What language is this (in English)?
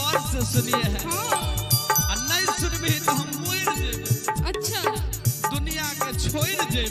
Maithili